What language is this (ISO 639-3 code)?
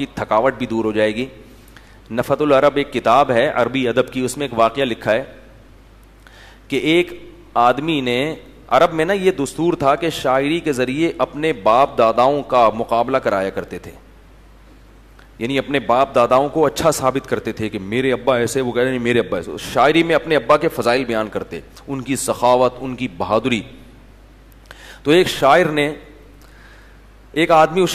urd